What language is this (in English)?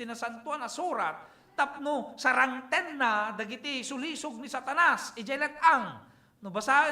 Iloko